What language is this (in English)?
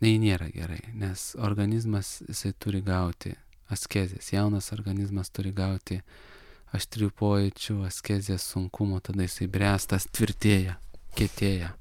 Lithuanian